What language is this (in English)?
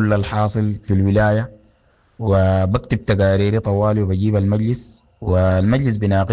Sudanese Arabic